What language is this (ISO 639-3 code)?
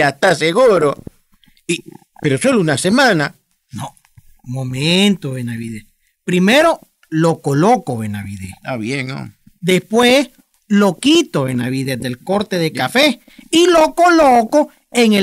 spa